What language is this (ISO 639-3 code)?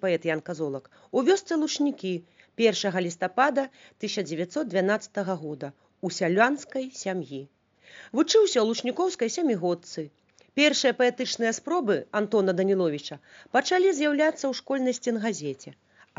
bel